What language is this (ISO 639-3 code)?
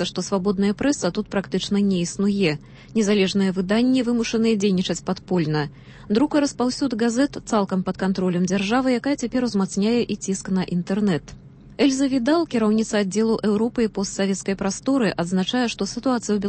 bel